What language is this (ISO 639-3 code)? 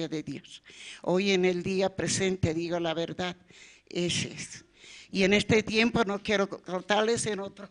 quh